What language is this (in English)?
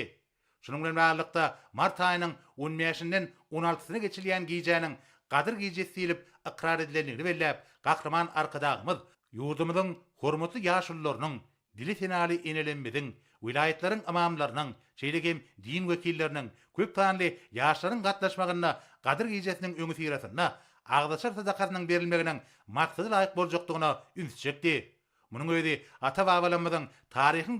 Turkmen